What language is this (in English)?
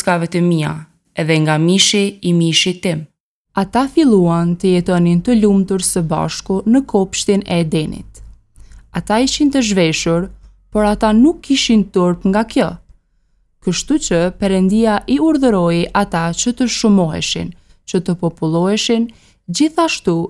Albanian